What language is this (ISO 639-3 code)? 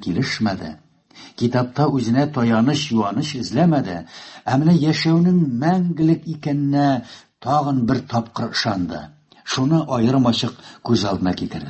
tat